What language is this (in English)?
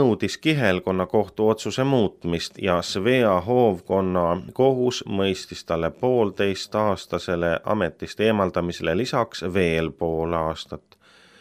Estonian